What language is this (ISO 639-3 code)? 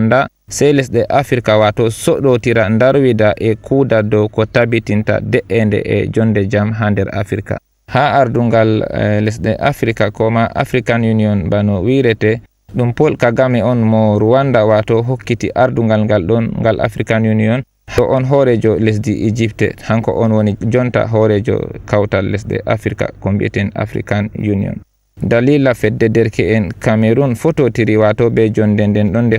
ful